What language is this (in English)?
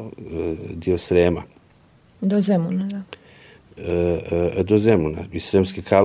Serbian